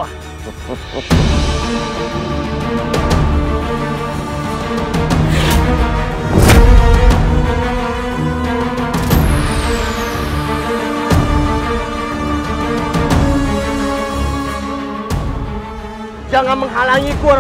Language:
Indonesian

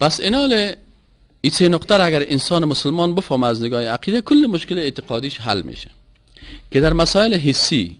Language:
Persian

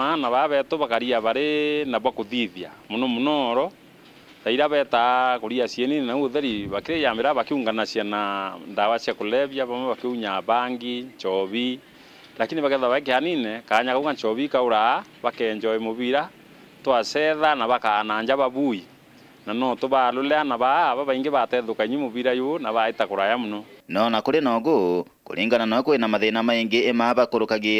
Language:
Meru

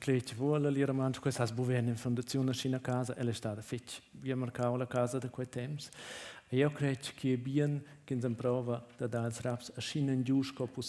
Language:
Romansh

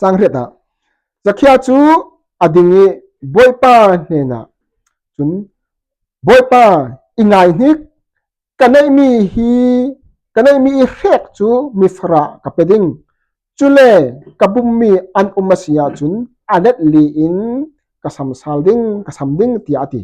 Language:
Falam Chin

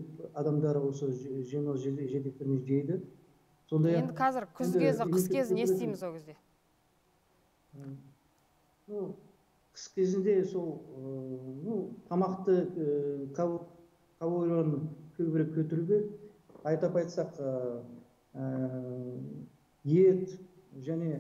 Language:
Kazakh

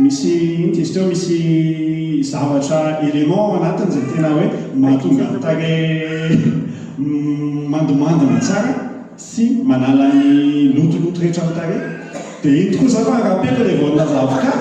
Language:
Malagasy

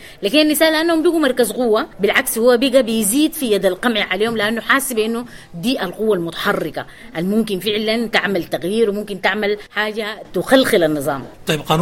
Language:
Sudanese Arabic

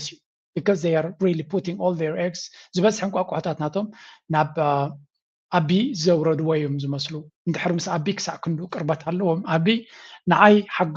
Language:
Tigrinya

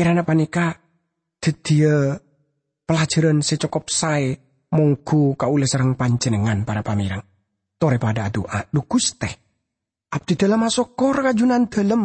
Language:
Madurese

